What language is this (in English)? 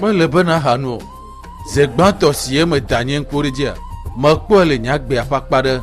Ewe